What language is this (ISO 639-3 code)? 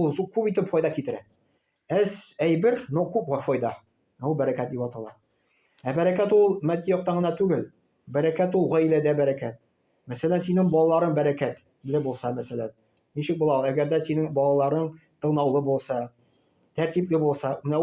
tat